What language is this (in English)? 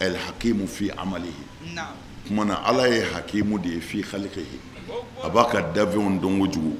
Bambara